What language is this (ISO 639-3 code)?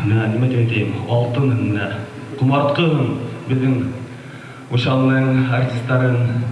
bak